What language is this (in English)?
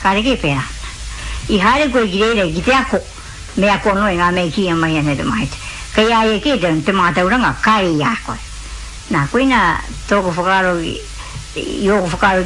Māori